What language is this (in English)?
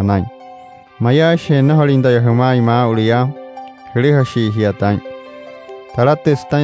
Wayuu